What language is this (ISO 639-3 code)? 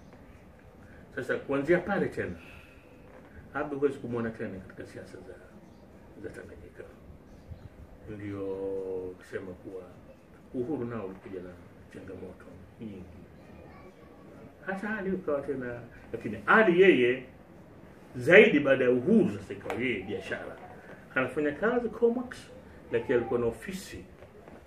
swa